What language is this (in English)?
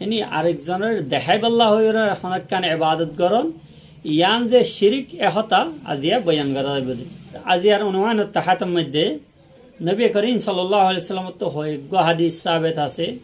Rohingya